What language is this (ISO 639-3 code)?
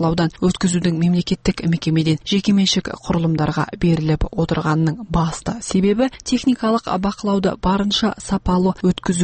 kaz